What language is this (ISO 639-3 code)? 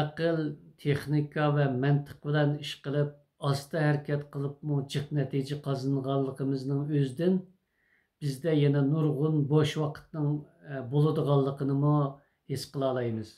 uig